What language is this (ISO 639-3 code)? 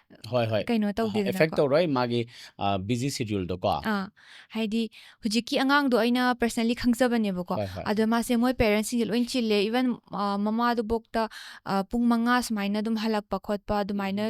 mni